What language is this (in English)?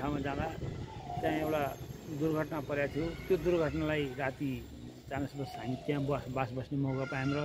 Nepali